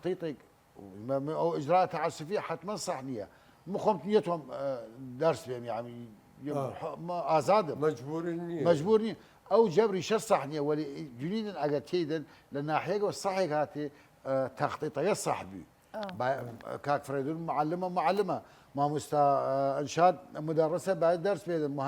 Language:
Southern Kurdish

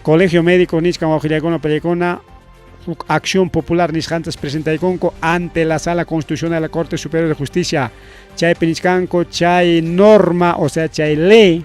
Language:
Ayacucho Quechua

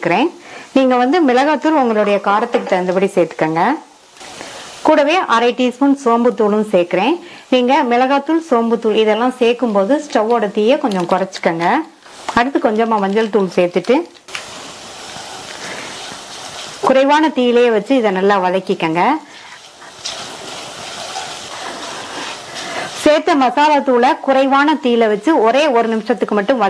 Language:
Tamil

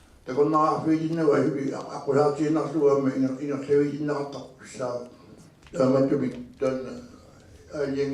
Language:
Kalaallisut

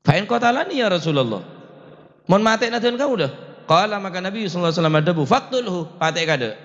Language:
Madurese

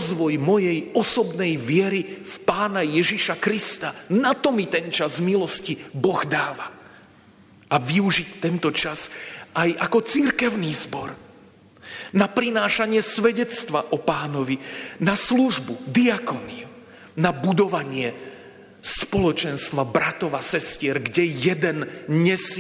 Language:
Slovak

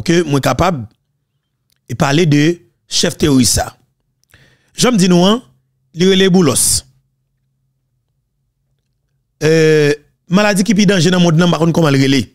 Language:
French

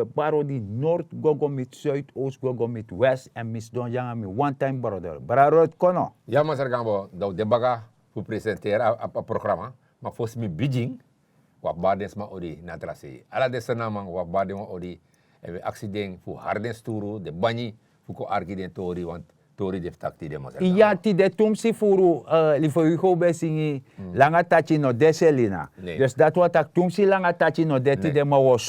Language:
Sranan Tongo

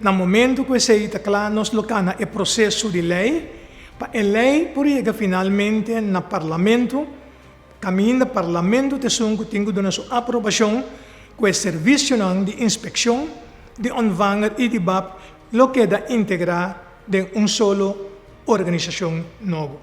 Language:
Papiamento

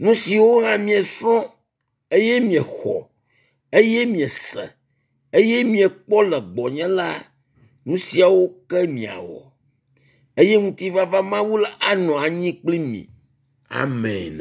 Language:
Ewe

